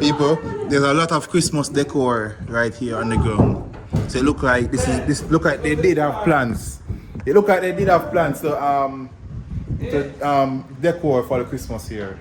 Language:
Jamaican Creole English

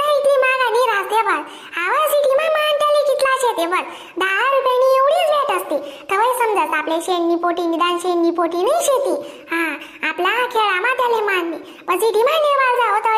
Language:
Khandesi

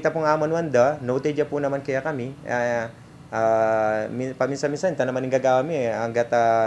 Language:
Pampanga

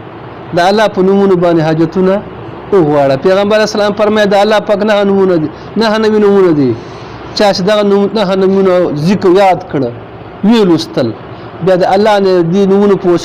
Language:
Pashto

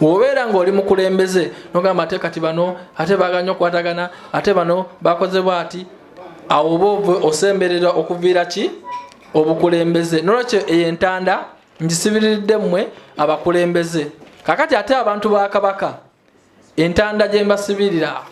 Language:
Ganda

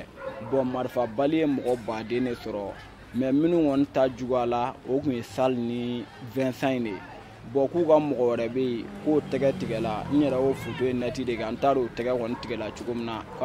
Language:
Bambara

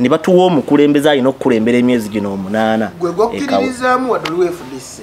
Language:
Ganda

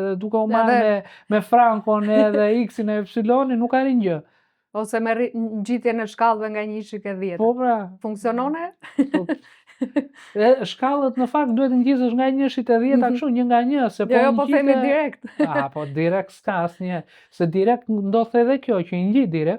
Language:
Albanian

